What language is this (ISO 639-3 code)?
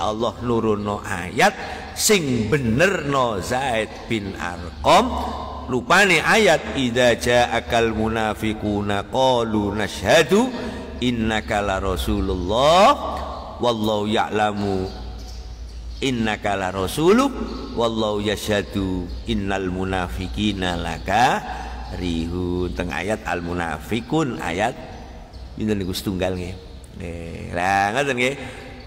jav